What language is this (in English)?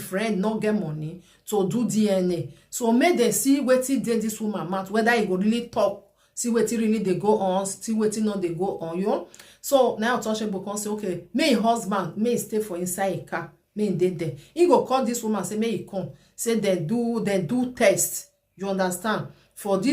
Nigerian Pidgin